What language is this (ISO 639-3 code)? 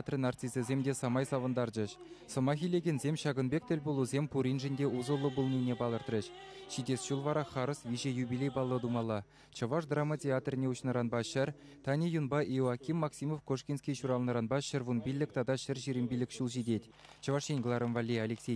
chv